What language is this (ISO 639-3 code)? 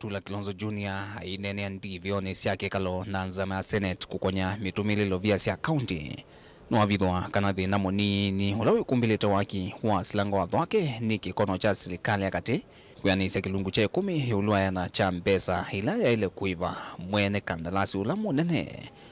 kam